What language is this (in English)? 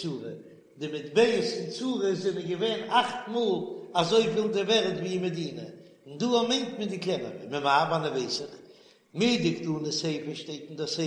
Yiddish